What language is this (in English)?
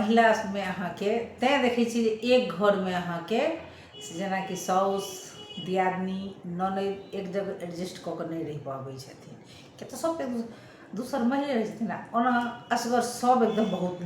Maithili